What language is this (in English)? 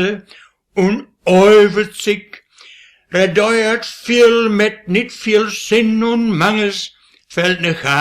Westphalien